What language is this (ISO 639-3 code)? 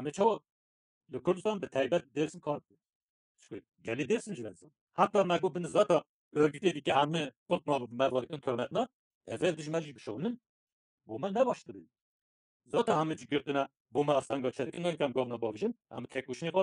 kur